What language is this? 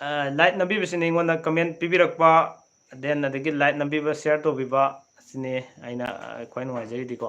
Manipuri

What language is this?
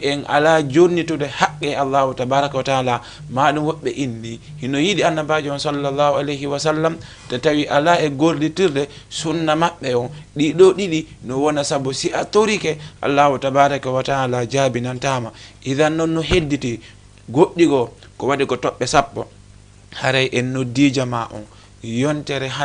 Fula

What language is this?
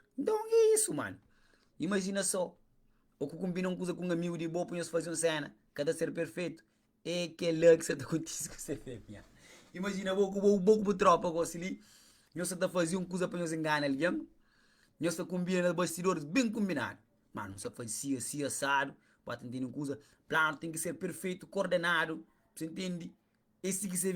Kabuverdianu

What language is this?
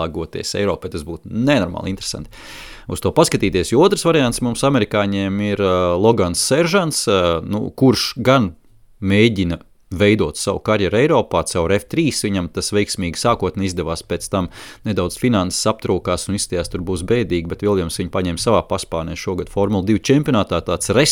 Latvian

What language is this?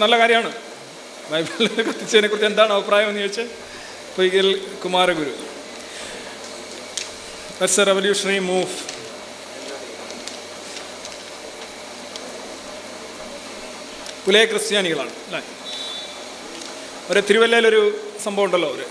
Malayalam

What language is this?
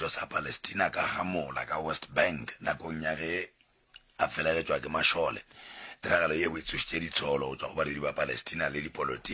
Northern Sotho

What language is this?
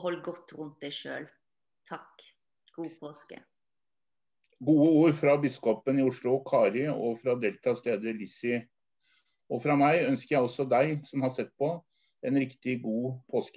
Norwegian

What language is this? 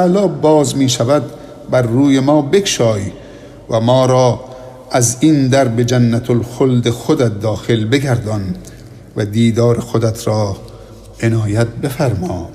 Persian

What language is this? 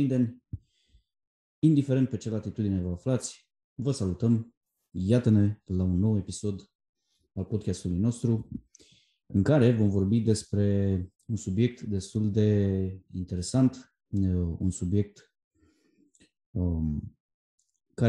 Romanian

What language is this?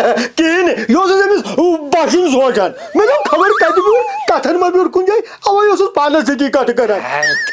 Kashmiri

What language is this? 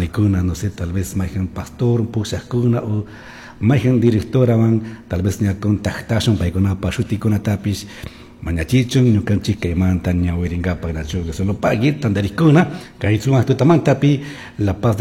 Chimborazo Highland Quichua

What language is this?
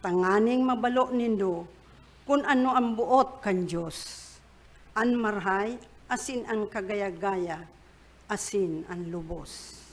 Bikol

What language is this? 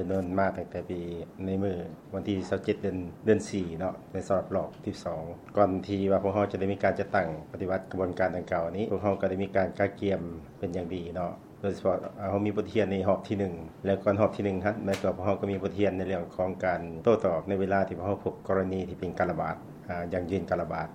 Lao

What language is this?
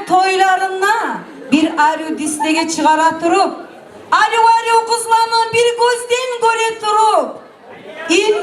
Kumyk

